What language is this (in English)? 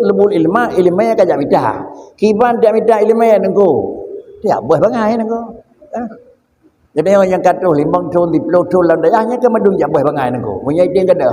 Achinese